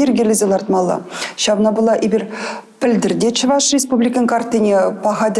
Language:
Chuvash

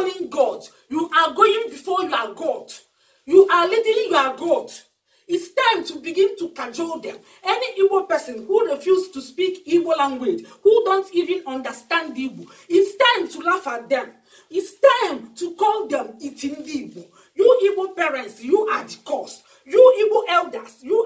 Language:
Igbo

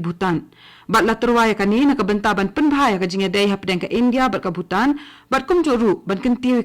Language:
Khasi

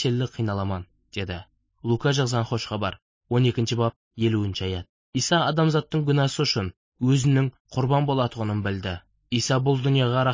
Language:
Kazakh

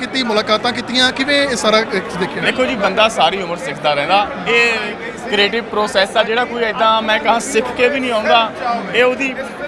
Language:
Punjabi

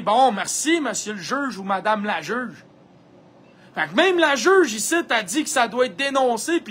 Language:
French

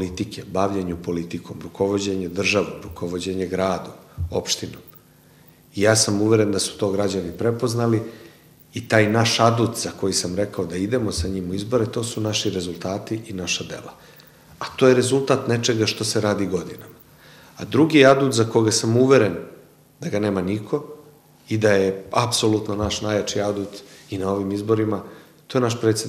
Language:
Serbian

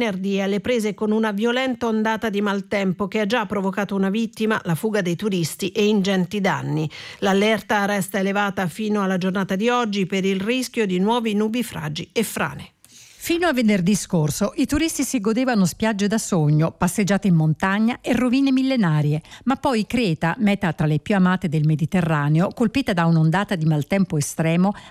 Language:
Italian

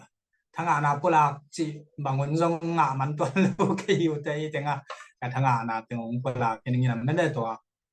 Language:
Tedim Chin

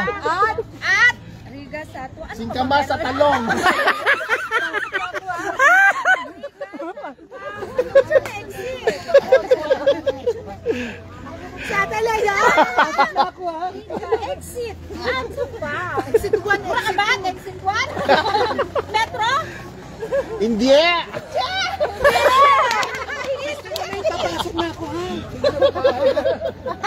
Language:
Filipino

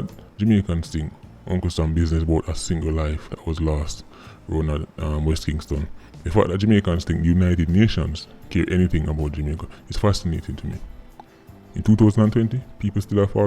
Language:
Jamaican Creole English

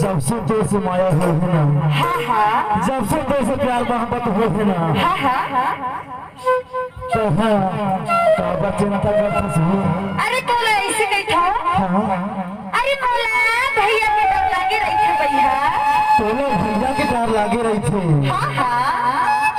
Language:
Chhattisgarhi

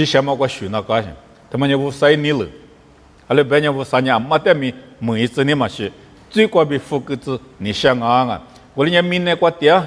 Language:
Lisu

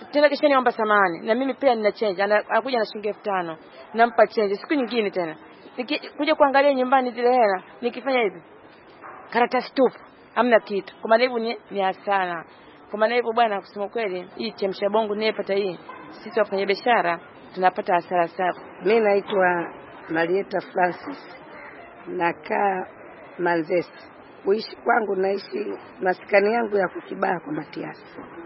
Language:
Swahili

